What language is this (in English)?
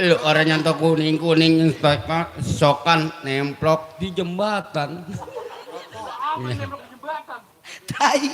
Betawi